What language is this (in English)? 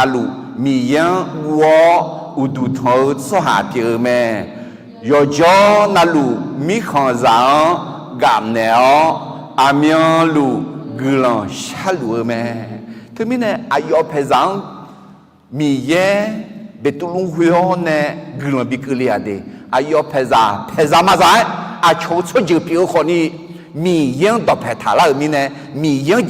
Akha